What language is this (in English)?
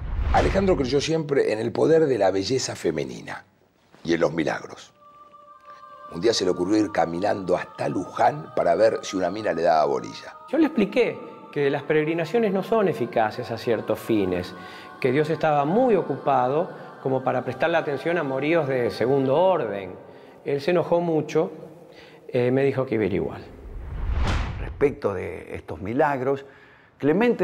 Spanish